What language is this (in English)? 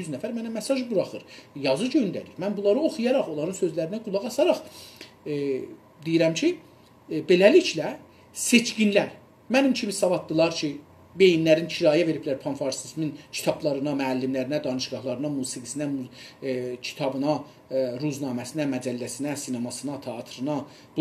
South Azerbaijani